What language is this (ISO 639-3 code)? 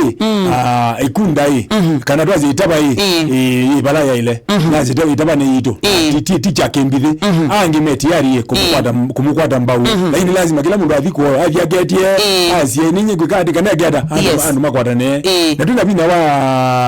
kam